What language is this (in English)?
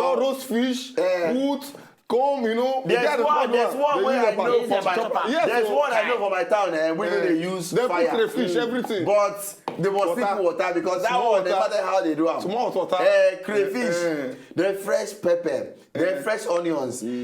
Nigerian Pidgin